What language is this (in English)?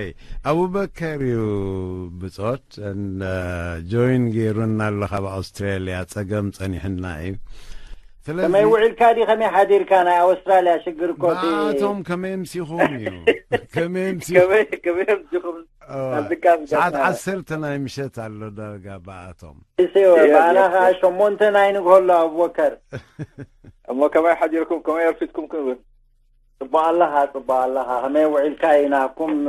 Tigrinya